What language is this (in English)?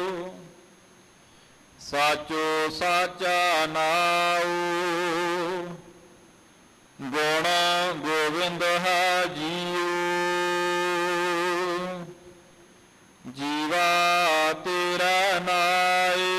Punjabi